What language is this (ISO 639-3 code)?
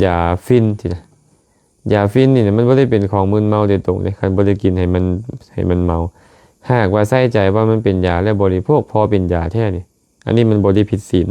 lao